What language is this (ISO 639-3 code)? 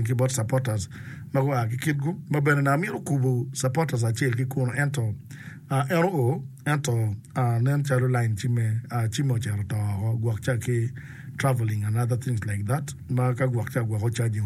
ach